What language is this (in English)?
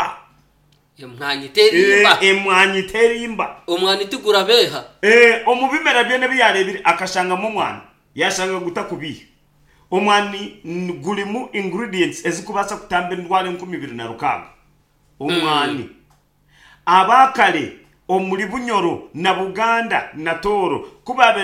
Nyankole